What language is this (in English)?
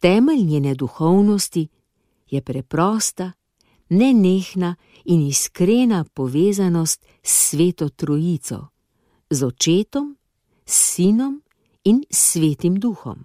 Slovenian